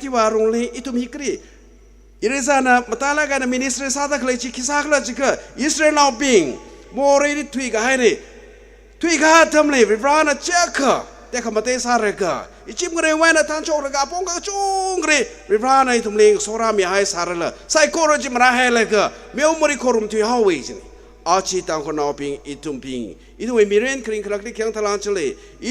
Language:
Tangkhul Naga (India)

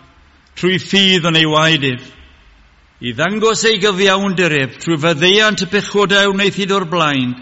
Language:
Welsh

